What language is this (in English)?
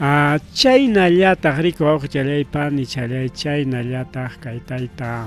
Ayacucho Quechua